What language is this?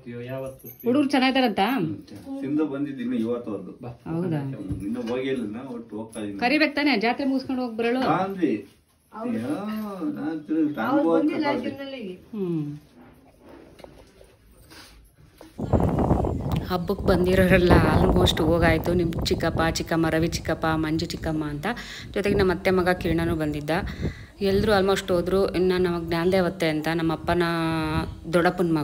Kannada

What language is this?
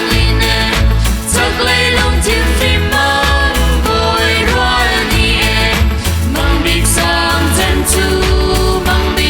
Hakha Chin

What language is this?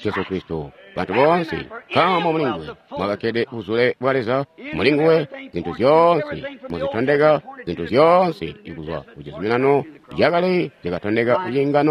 Tonga (Zambia)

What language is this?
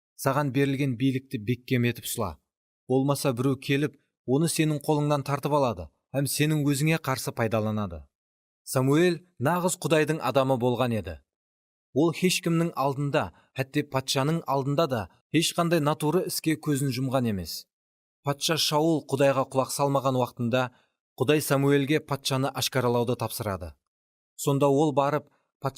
Kara-Kalpak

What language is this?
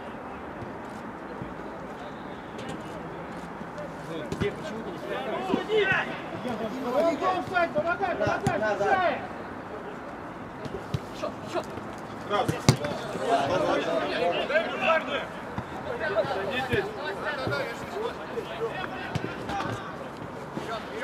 Russian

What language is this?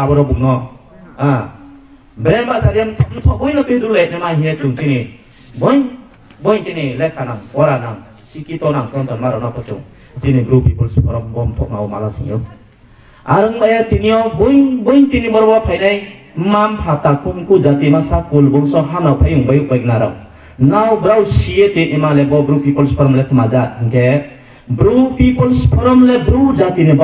Riang (India)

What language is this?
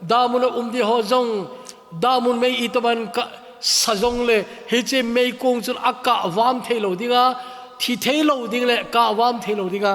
Thado Chin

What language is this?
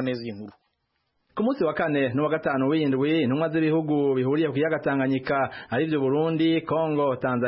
Kinyarwanda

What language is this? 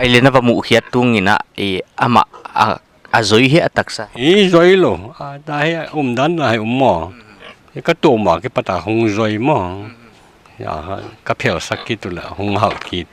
Paite Chin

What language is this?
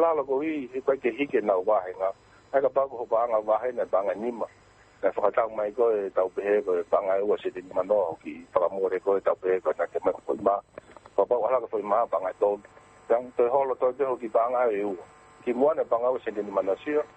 Tongan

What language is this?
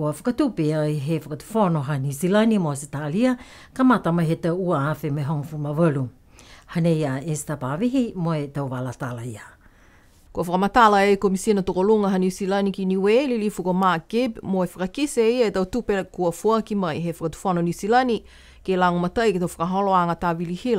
Niuean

